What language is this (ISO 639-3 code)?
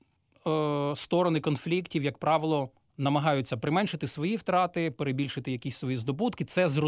ukr